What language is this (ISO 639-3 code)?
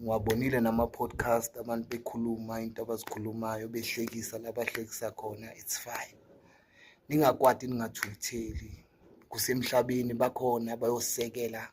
zul